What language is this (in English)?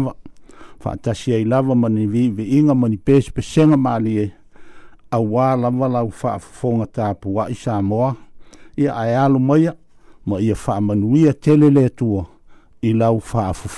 Samoan